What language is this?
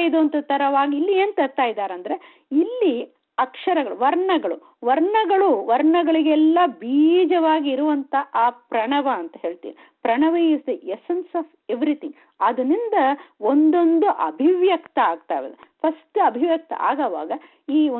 Kannada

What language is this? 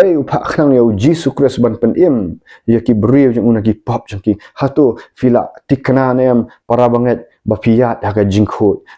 Khasi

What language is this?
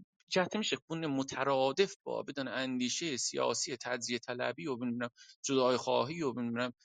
South Azerbaijani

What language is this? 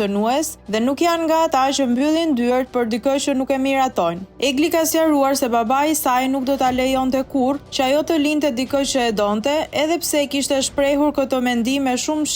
Albanian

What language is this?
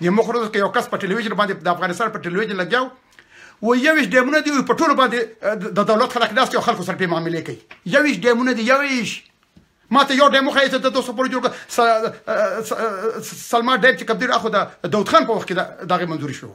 Pashto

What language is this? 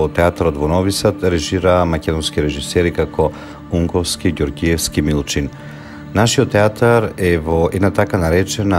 Macedonian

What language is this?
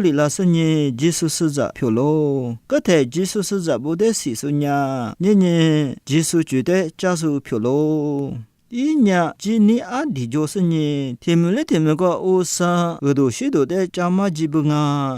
Lisu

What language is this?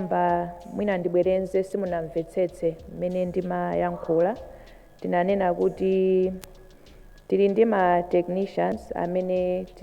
Nyanja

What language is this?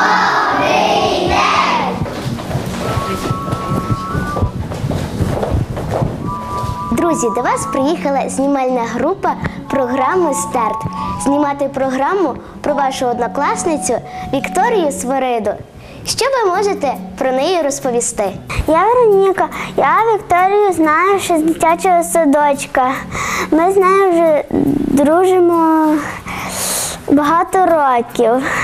Ukrainian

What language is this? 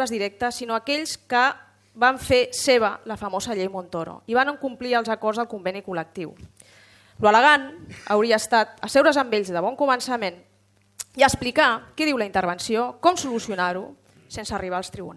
Catalan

